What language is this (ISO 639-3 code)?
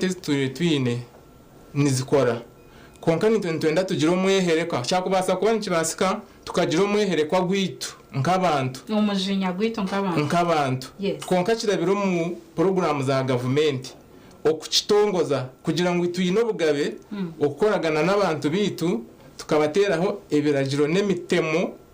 nyn